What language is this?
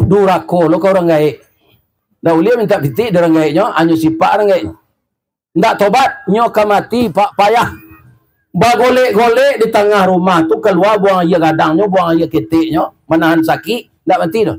Minangkabau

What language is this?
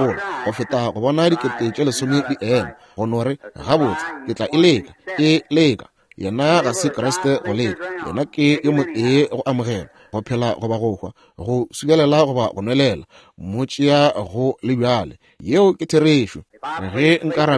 Northern Sotho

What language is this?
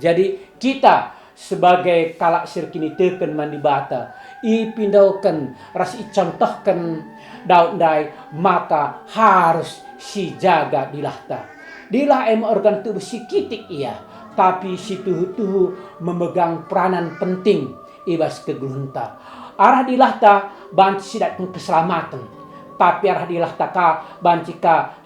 Batak Karo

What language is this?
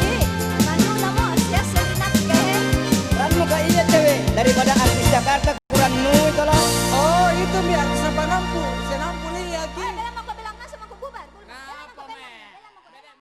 Makasar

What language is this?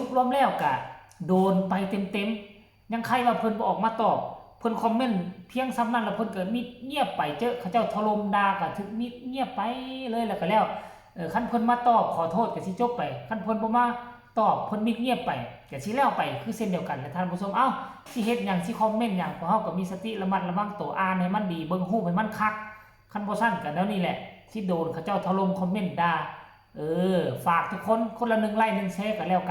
Lao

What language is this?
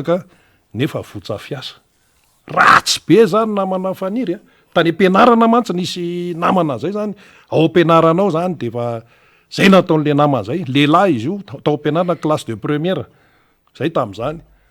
Malagasy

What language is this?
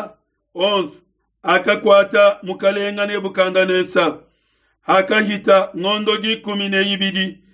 Luba-Lulua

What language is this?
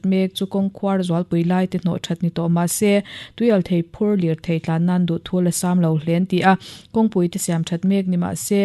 Mizo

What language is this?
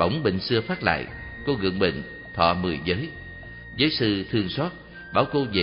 Vietnamese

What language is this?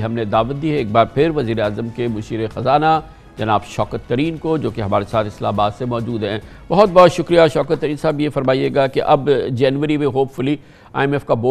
Urdu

